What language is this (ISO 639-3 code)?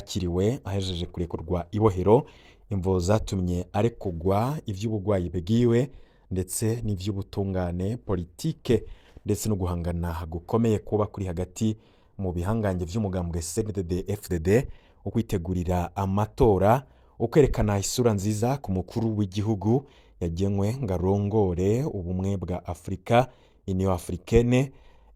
run